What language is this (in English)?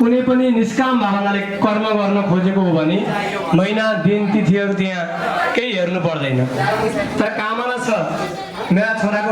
Nepali